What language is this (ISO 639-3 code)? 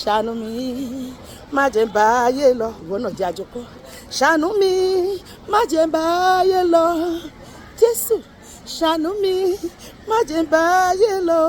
yor